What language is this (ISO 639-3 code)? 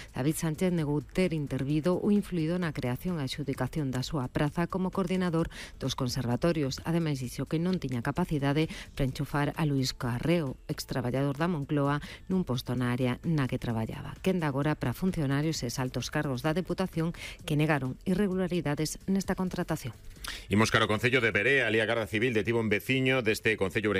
glg